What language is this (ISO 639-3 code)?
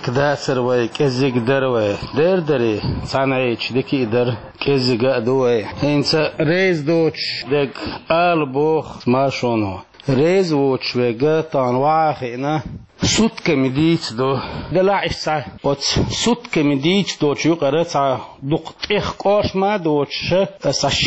che